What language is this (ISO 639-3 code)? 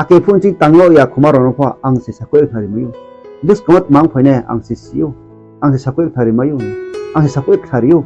ria